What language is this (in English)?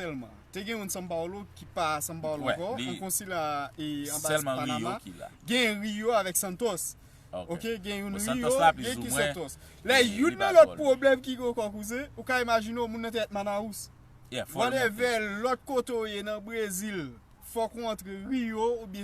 Haitian Creole